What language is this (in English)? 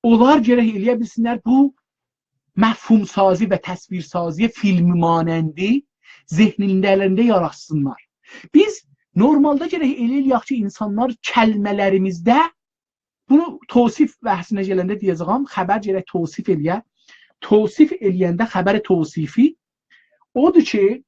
South Azerbaijani